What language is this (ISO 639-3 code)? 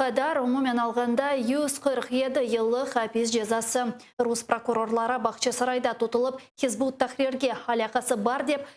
crh